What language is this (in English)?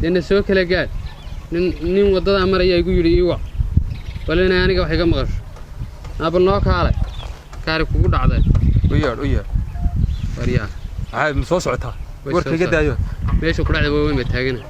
Somali